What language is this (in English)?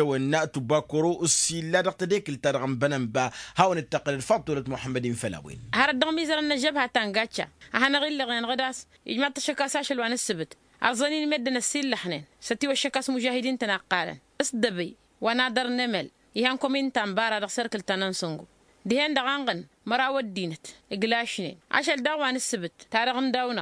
Tamasheq